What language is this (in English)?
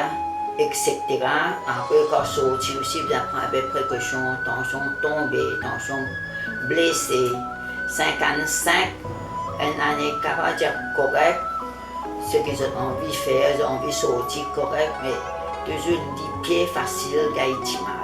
Morisyen